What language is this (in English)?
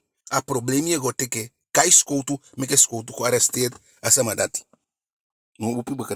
Eastern Maroon Creole